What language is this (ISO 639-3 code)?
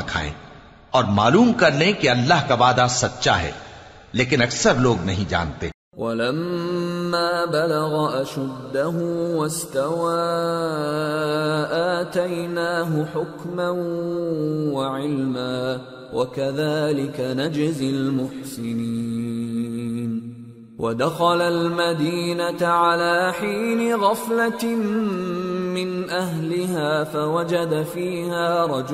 urd